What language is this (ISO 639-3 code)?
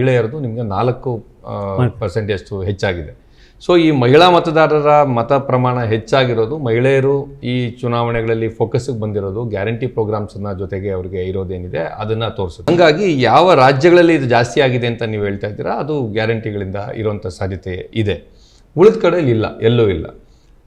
kan